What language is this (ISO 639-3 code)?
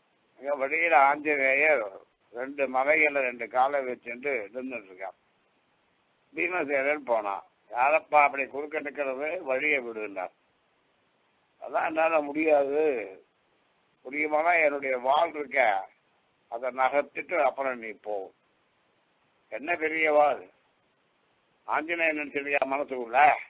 tam